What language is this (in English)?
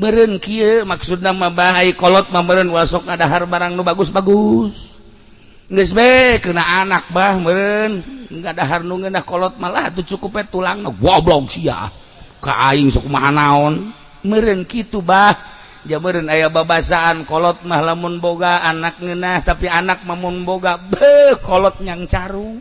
Sundanese